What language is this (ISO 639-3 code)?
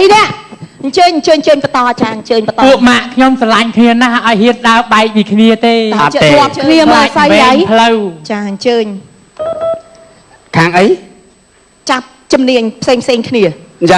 khm